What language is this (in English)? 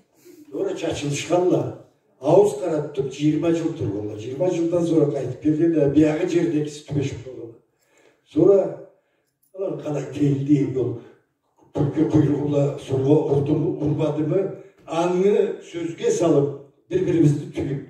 Karachay-Balkar